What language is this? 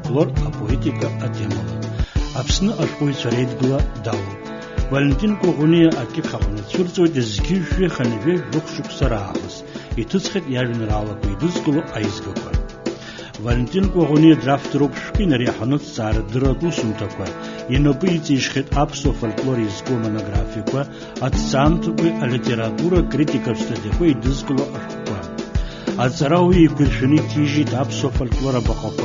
Abkhazian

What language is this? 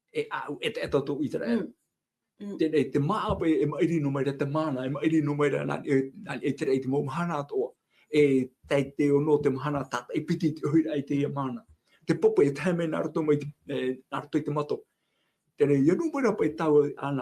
Tahitian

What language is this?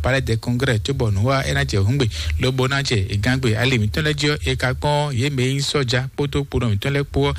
Fon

